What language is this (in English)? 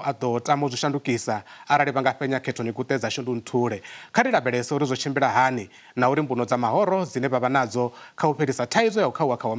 Venda